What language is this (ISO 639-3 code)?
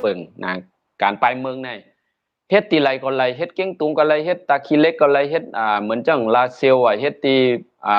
shn